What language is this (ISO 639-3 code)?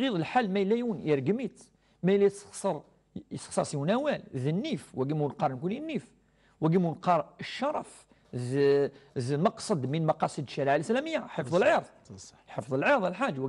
kab